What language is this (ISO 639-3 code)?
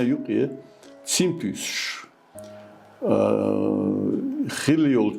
che